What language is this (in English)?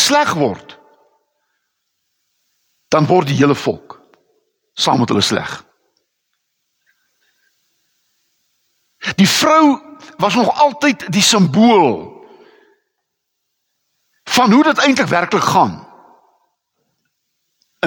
Afrikaans